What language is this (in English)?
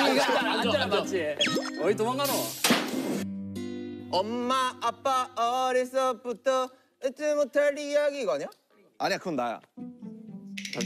Korean